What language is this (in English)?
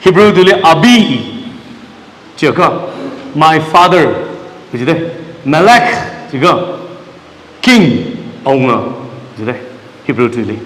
Tangkhul Naga (India)